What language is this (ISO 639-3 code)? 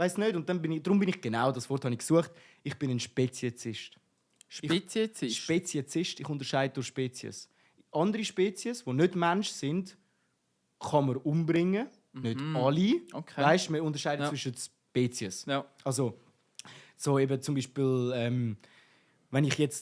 gsw